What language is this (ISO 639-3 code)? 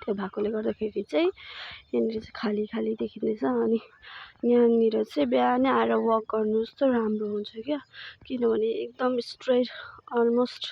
nep